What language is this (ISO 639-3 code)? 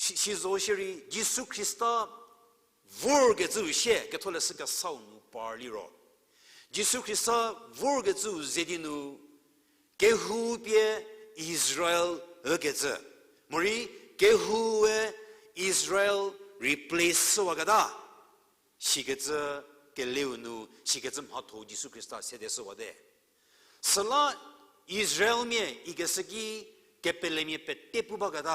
njm